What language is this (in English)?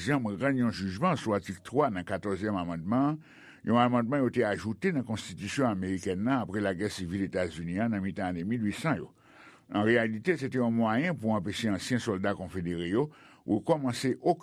Haitian Creole